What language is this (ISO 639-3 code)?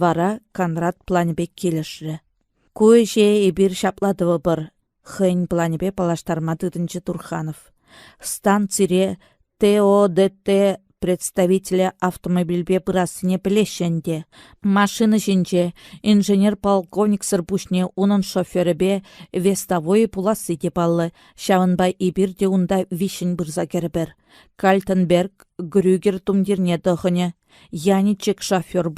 chv